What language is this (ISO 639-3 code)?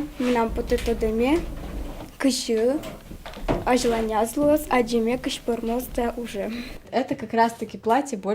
udm